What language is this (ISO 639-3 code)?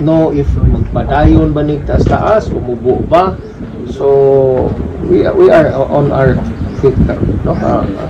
ceb